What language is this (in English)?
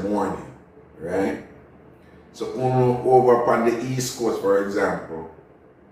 Jamaican Creole English